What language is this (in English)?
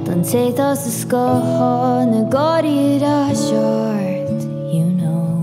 Irish